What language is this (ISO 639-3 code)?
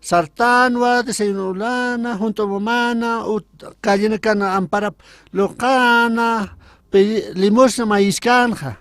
aym